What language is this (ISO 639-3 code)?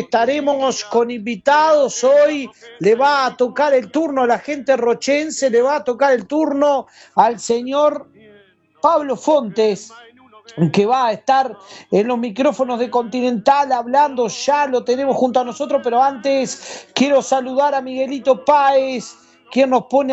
spa